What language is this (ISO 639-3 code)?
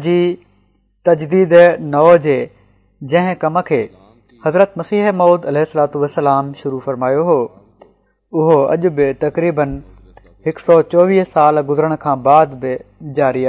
snd